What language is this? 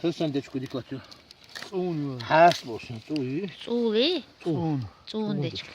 Chechen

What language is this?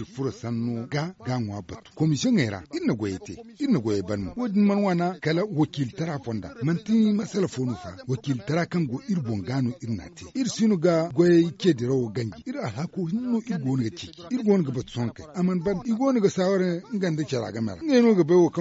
Zarma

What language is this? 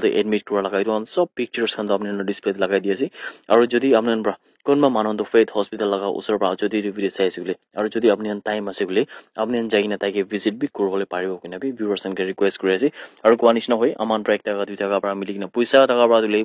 Naga Pidgin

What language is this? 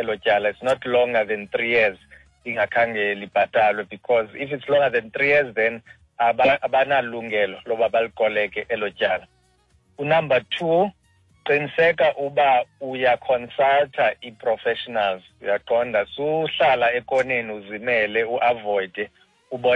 Xhosa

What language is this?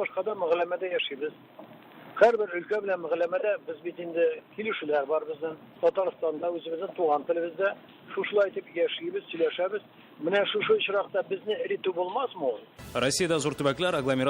Tatar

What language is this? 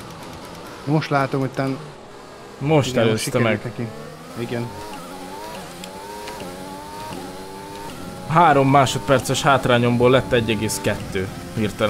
Hungarian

